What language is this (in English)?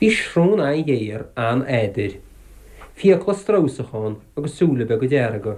Irish